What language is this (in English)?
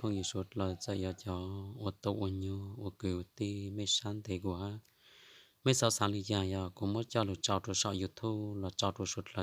Hmong